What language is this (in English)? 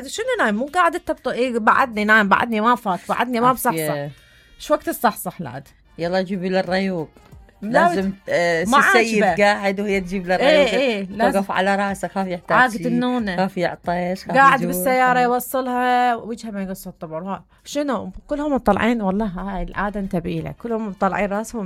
Mesopotamian Arabic